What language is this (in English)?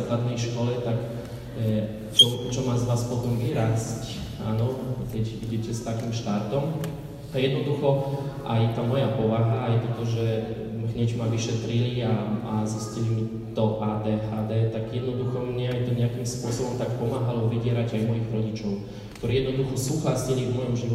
Slovak